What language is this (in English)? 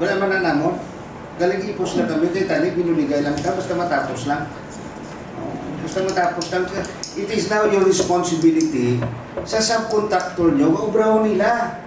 Hiligaynon